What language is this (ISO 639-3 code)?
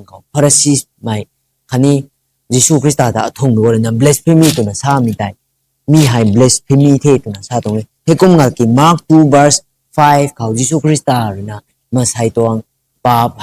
nbu